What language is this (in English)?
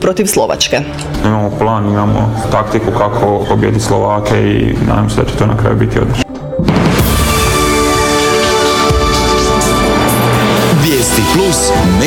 Croatian